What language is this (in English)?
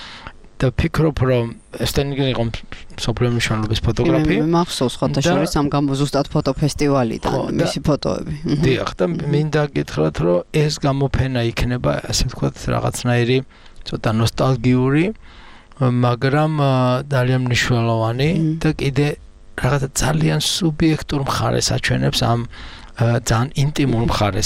Georgian